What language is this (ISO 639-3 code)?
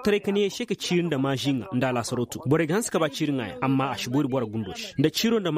dje